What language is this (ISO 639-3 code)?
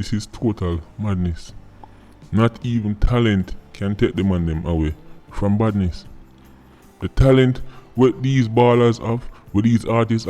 jam